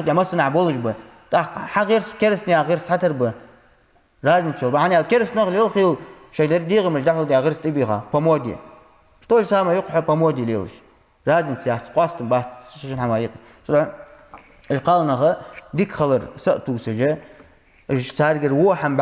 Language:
Ingush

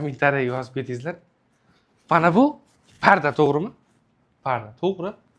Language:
Uzbek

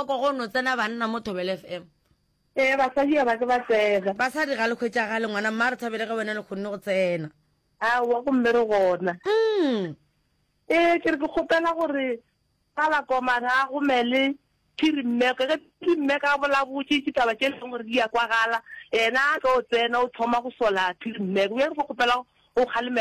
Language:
Northern Sotho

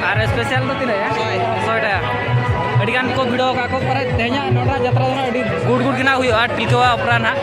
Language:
Santali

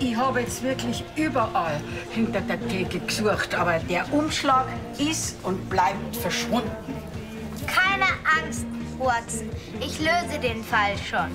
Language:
Bavarian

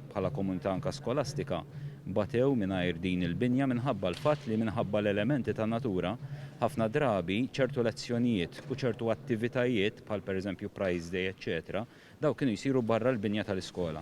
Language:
Maltese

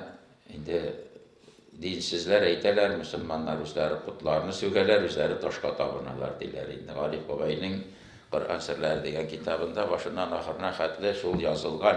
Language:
Tatar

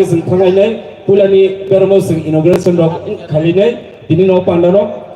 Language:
Kok Borok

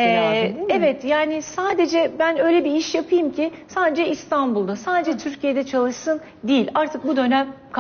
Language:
Turkish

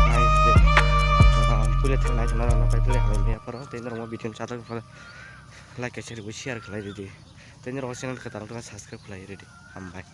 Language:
Kok Borok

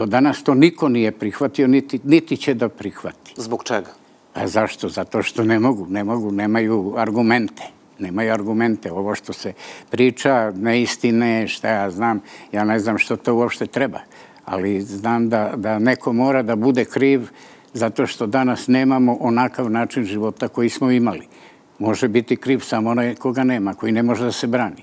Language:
Serbian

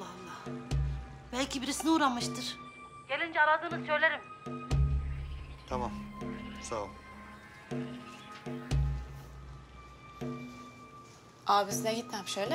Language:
Turkish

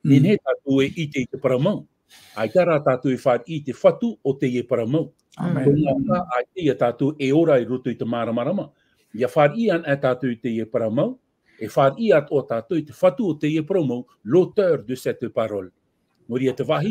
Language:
Tahitian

